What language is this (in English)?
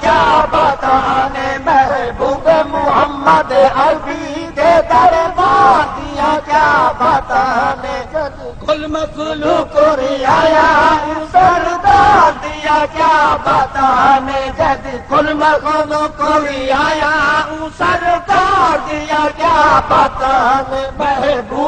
Saraiki